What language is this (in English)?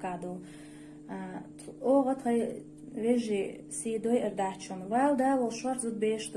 Chechen